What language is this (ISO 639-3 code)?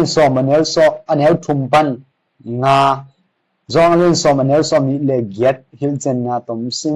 ctd